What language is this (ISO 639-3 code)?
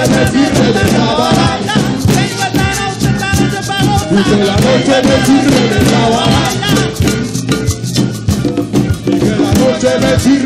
spa